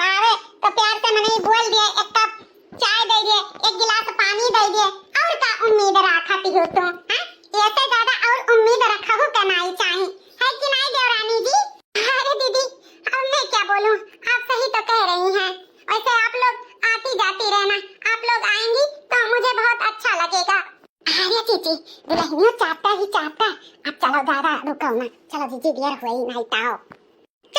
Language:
Awadhi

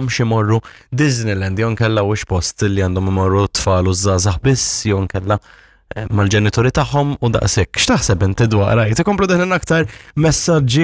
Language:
Maltese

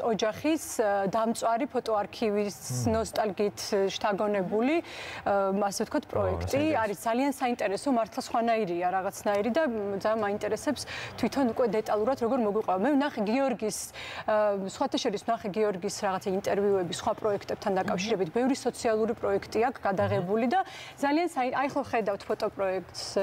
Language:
Georgian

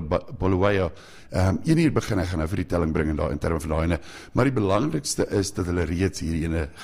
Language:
Afrikaans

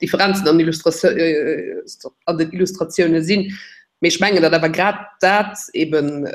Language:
Luxembourgish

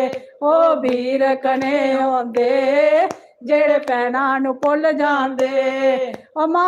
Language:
Dogri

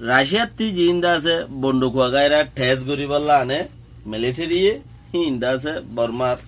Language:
Rohingya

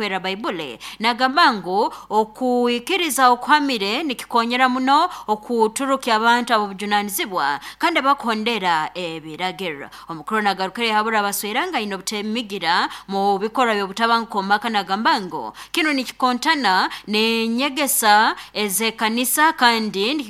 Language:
Nyoro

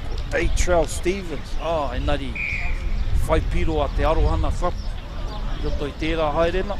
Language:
Māori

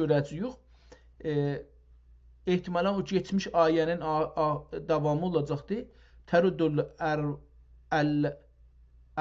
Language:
South Azerbaijani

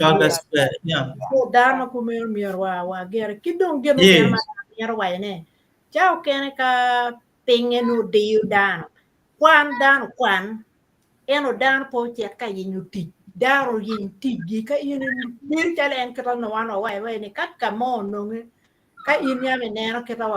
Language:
Acoli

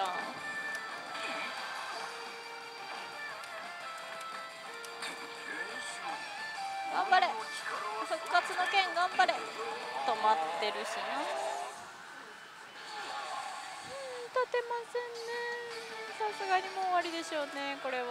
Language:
Japanese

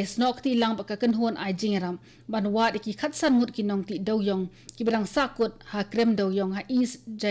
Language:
Khasi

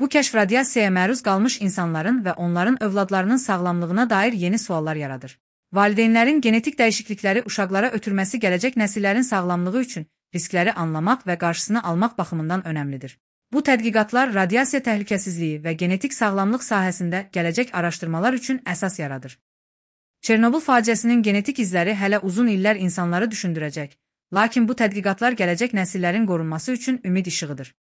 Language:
Azerbaijani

